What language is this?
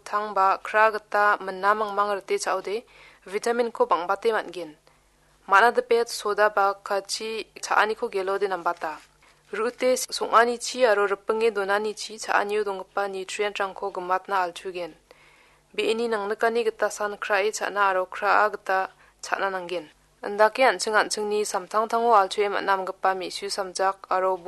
Garo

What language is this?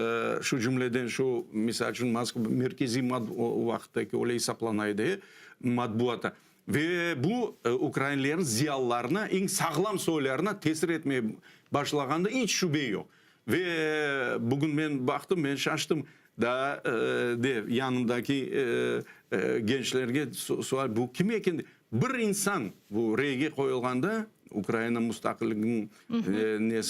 Crimean Tatar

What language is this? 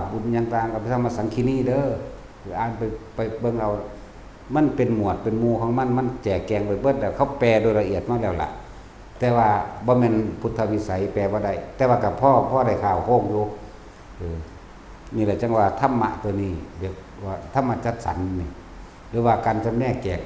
Lao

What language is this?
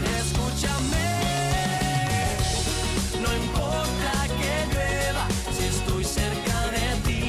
Spanish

